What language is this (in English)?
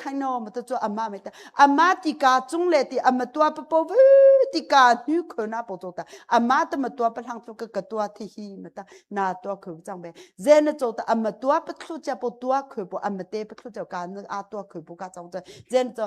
Hakha Chin